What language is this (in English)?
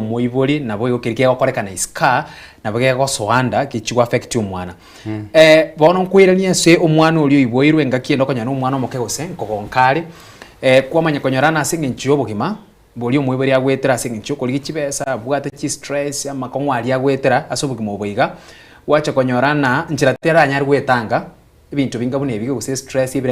Gusii